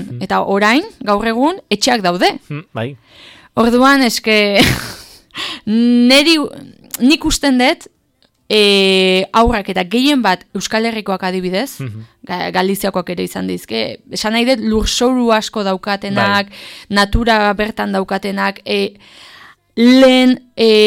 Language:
Basque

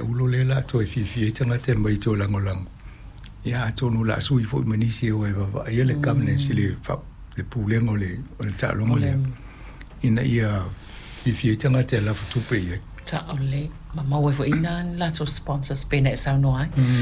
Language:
Samoan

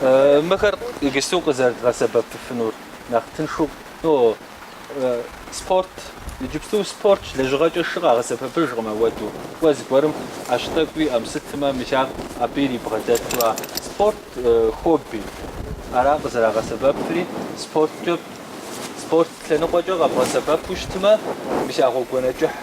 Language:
Kabardian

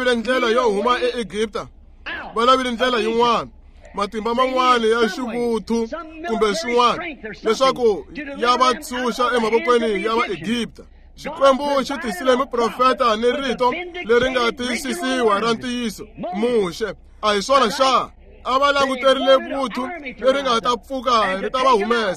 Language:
Tsonga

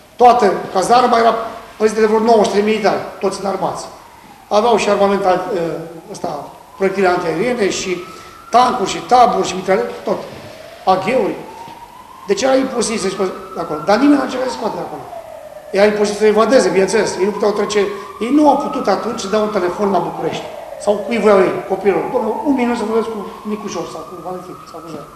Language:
Romanian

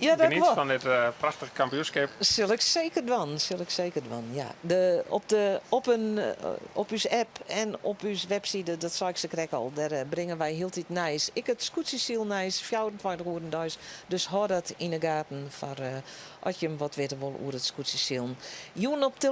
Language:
Western Frisian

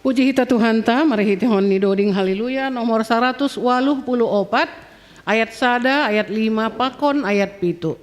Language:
Batak Simalungun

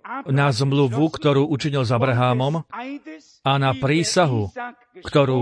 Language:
Slovak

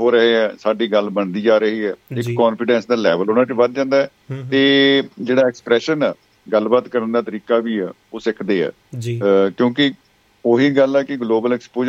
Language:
Punjabi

